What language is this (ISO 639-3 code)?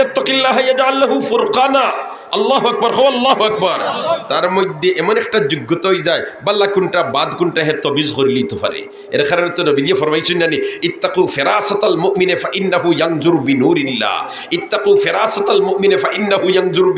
syl